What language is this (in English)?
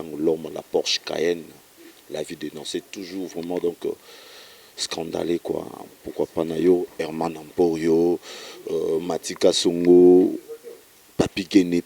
Lingala